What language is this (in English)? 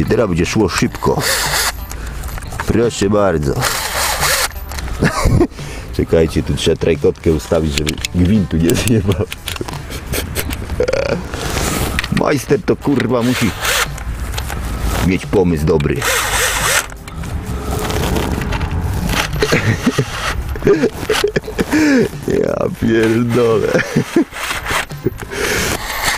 Polish